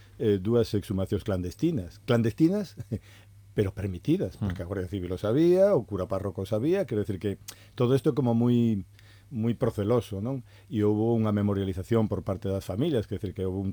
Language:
Galician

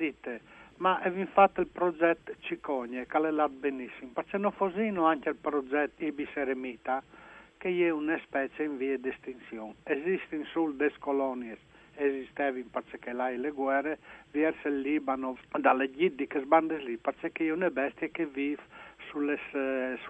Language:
Friulian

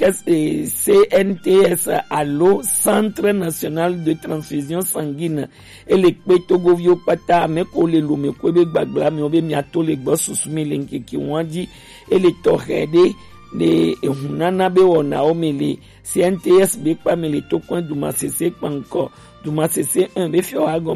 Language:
Gen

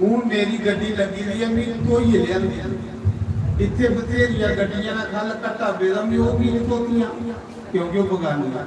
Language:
Dogri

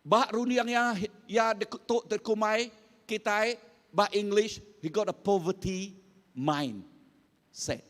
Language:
Iban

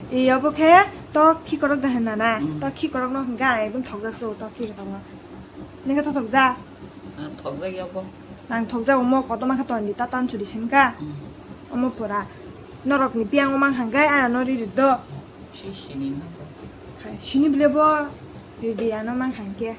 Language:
Kok Borok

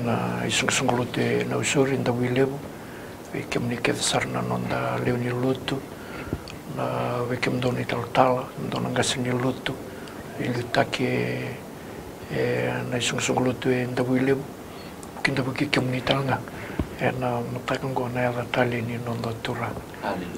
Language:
Fijian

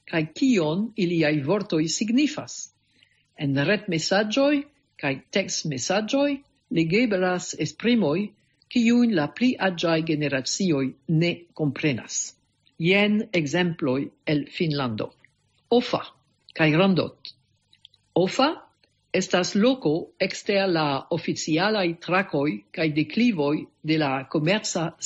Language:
Esperanto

